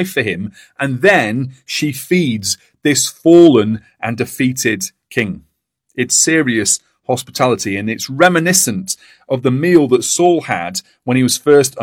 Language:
English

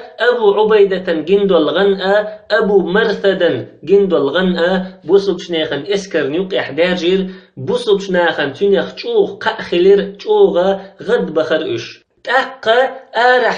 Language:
Chechen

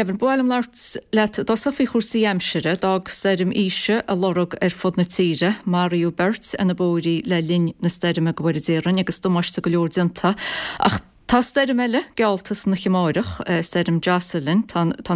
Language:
Irish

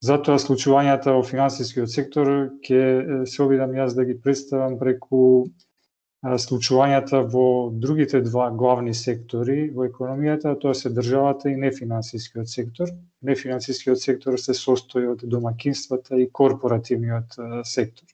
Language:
Macedonian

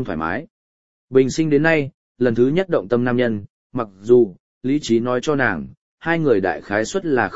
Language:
Vietnamese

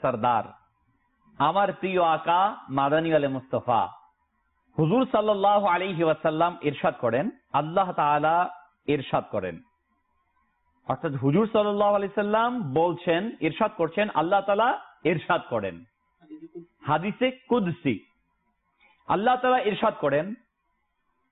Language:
Bangla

